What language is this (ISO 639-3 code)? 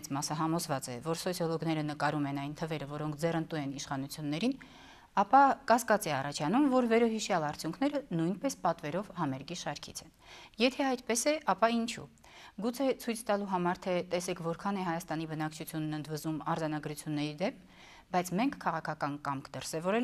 hye